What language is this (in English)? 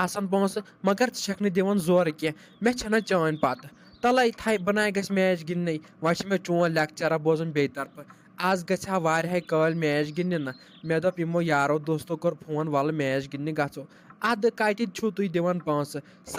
Kashmiri